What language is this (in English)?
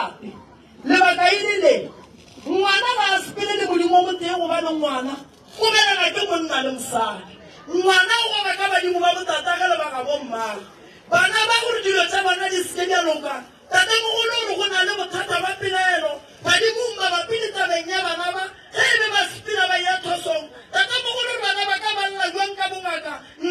Northern Sotho